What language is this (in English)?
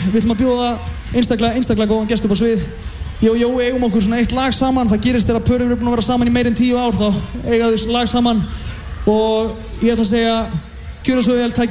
Icelandic